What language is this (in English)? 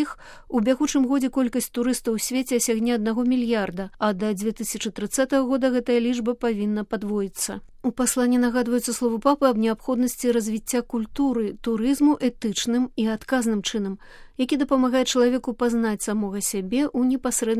Belarusian